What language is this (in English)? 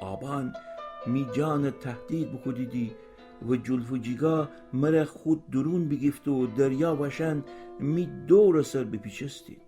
Gilaki